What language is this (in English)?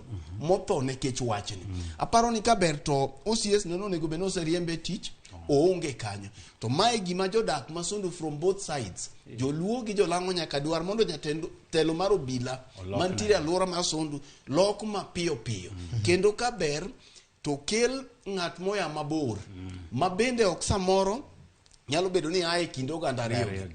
Luo (Kenya and Tanzania)